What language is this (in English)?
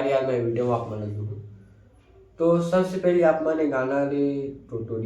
Chhattisgarhi